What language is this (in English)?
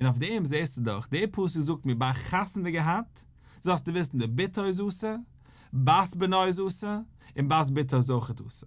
Yiddish